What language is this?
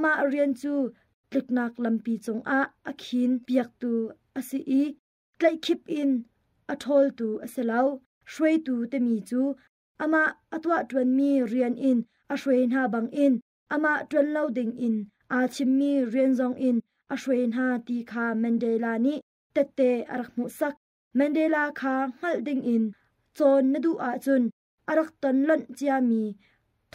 Hakha Chin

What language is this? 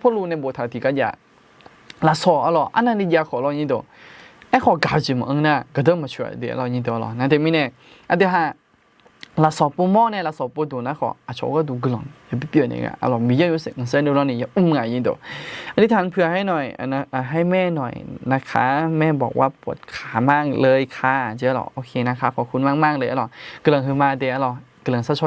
Akha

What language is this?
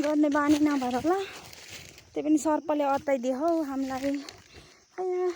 Nepali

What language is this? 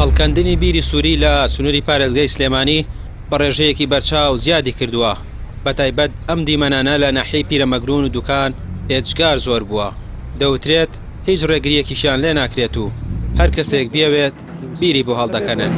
Central Kurdish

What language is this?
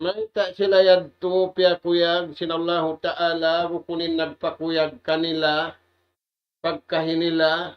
Tausug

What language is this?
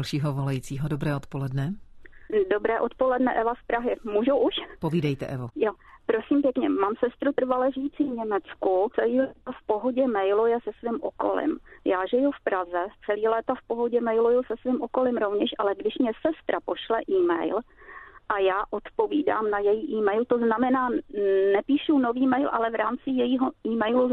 Czech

